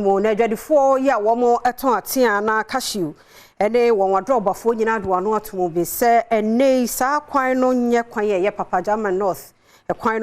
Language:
Akan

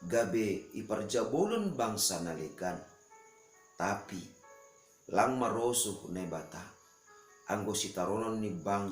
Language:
Batak Simalungun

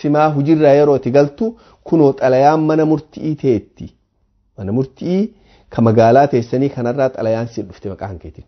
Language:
Oromo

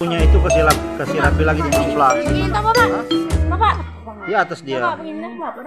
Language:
Manado Malay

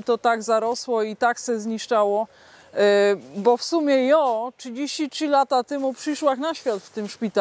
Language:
Silesian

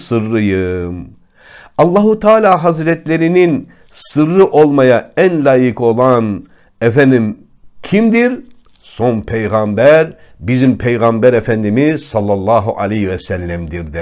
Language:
Turkish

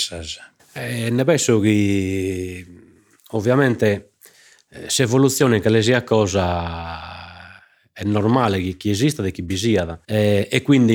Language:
Sardinian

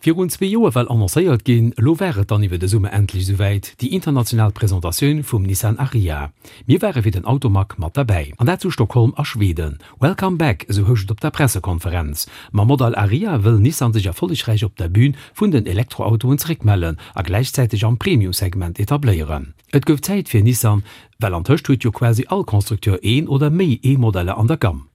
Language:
Luxembourgish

